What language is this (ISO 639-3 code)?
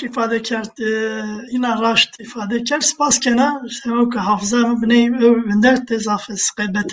zza